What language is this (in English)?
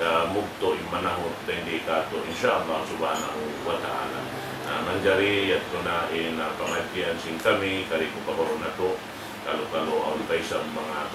Tausug